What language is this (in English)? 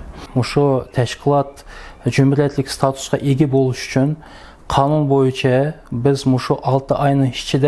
Uyghur